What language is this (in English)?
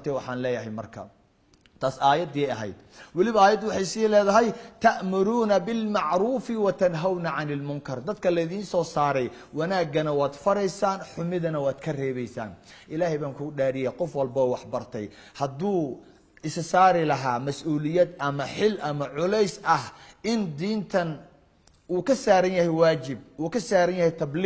Somali